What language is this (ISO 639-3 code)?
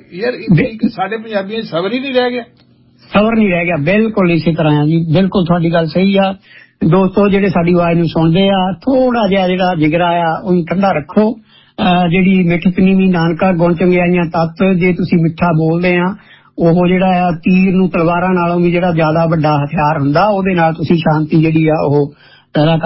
pan